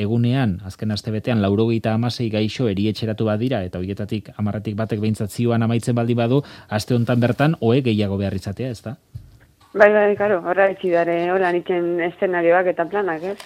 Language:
Basque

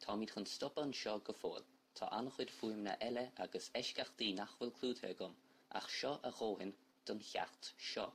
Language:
Irish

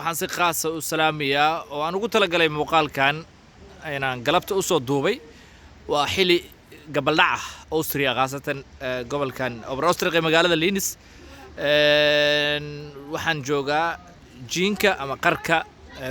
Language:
Somali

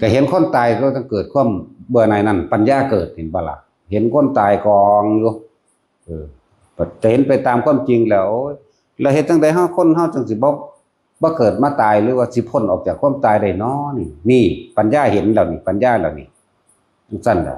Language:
Northeastern Thai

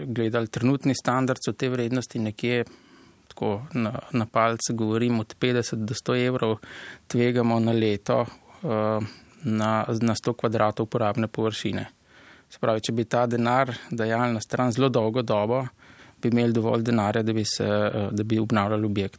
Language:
Slovenian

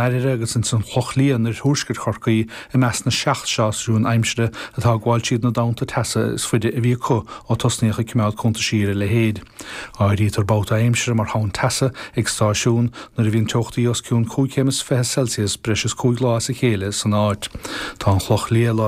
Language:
Irish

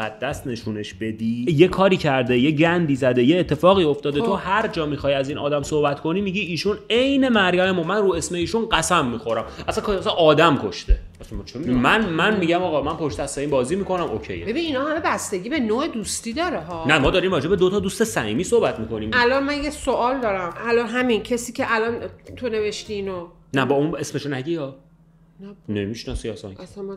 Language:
Persian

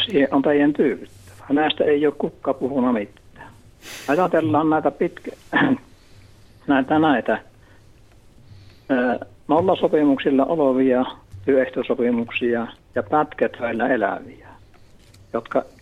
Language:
Finnish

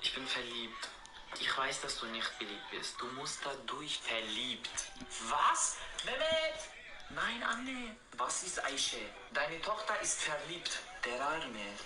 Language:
Bavarian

